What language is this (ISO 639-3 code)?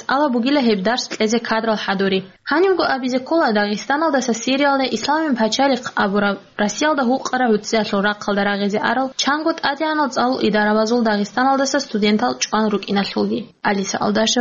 ava